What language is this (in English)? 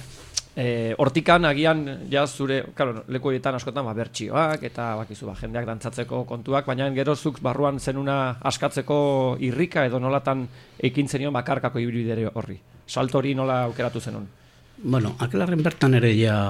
Basque